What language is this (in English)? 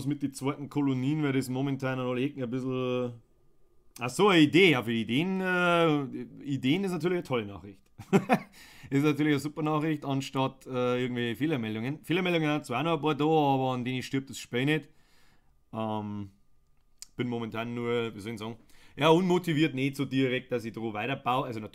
Bavarian